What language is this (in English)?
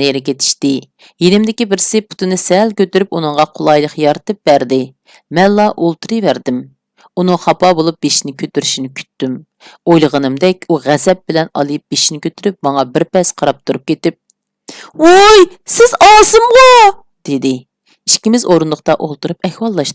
Uyghur